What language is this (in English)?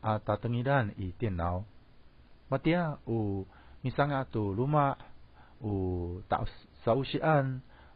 Amis